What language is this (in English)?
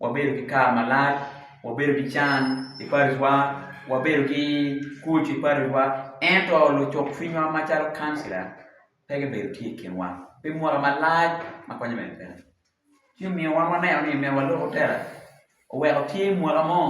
Acoli